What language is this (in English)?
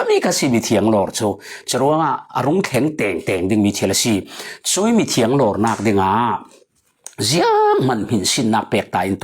Falam Chin